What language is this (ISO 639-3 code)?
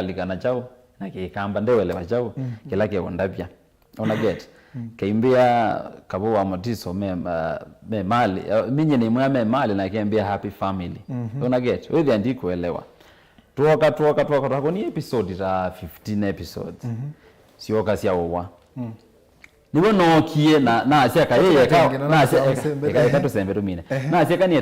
kam